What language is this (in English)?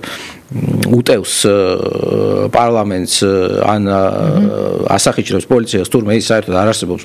Georgian